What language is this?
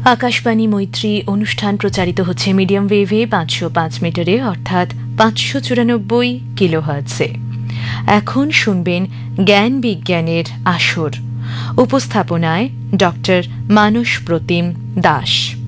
Bangla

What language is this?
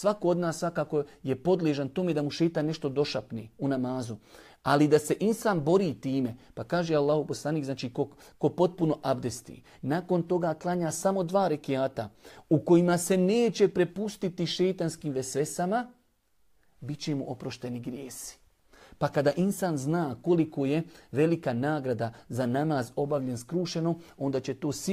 Bosnian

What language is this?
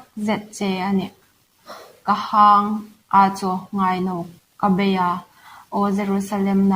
Hmar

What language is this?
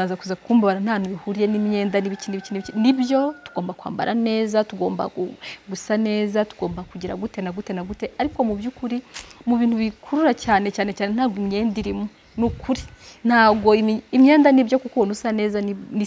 Kinyarwanda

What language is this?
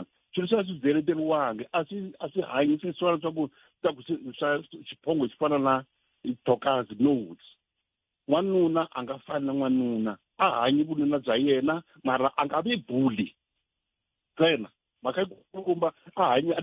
Tsonga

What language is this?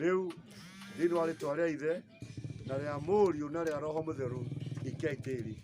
Kikuyu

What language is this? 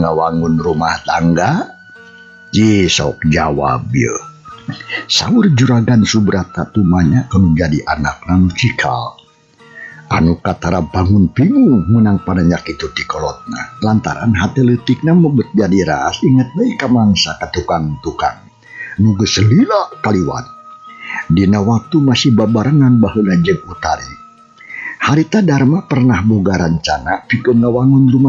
Sundanese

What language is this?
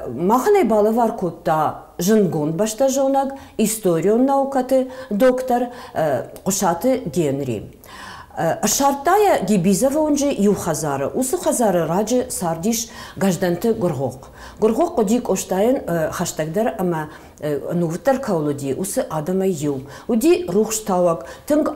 Ossetic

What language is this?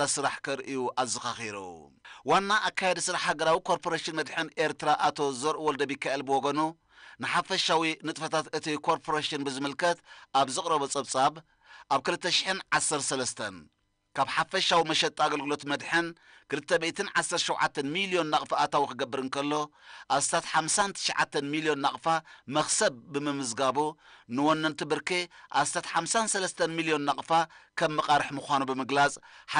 Tigrinya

